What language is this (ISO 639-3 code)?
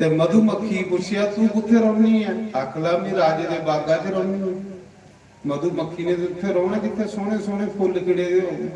doi